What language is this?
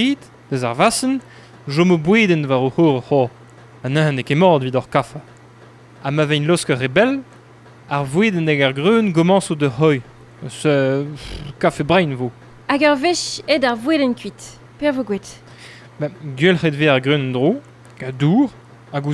Breton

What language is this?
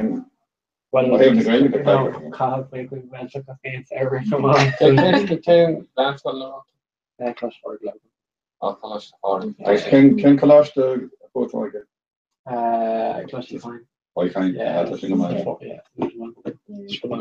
Irish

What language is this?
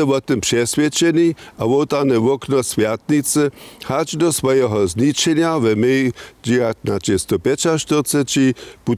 Upper Sorbian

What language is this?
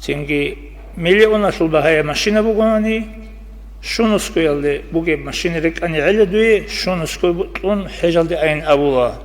Avaric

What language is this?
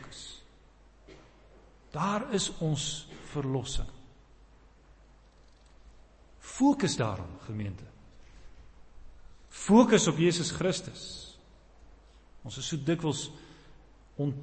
Afrikaans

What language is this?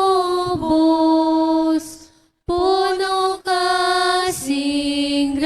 Hiligaynon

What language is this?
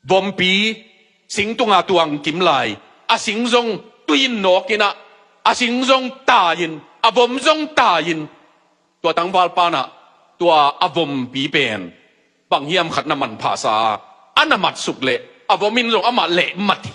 Tedim Chin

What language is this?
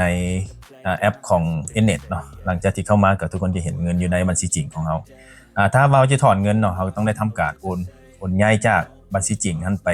Lao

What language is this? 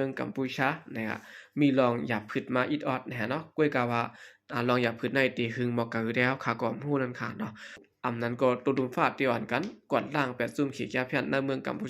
Shan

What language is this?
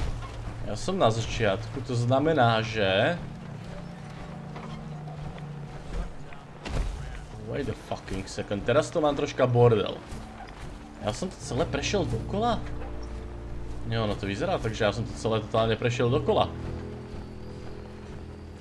Slovak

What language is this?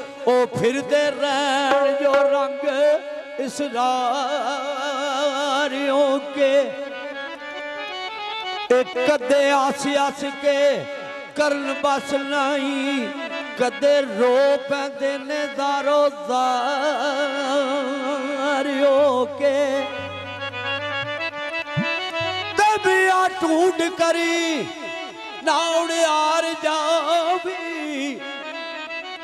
Punjabi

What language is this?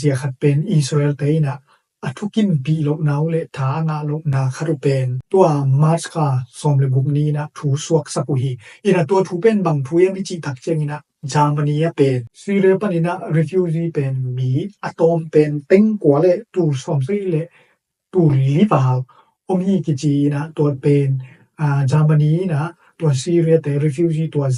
Tedim Chin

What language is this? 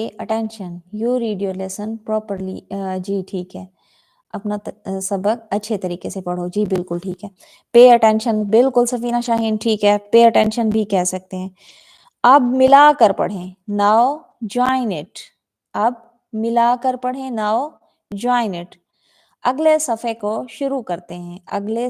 Saraiki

